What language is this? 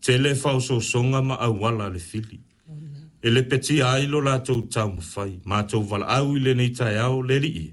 Samoan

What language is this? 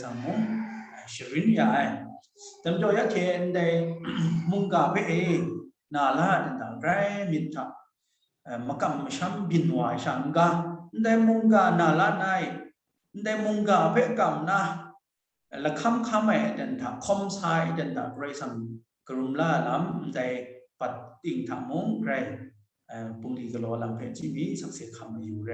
Kachin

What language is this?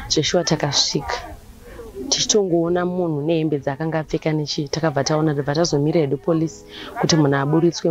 Shona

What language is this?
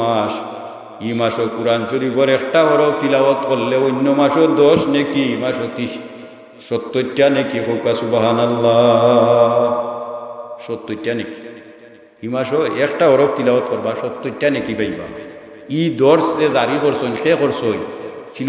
Sylheti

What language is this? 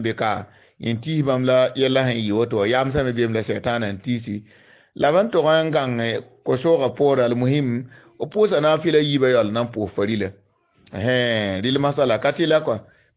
Mossi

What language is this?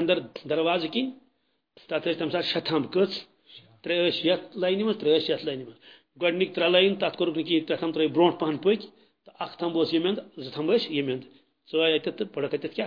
Kashmiri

